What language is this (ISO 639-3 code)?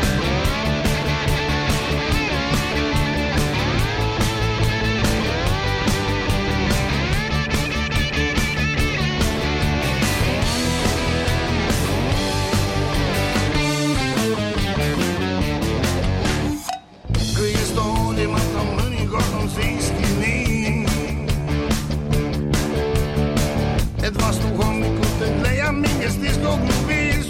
est